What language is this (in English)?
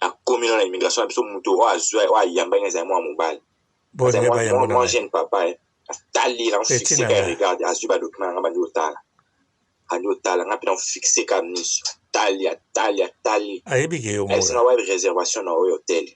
Lingala